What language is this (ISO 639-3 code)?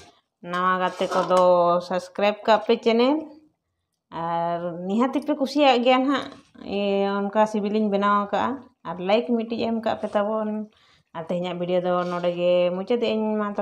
sat